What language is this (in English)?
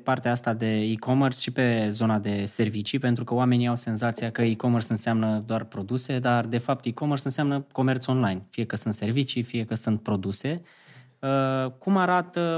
Romanian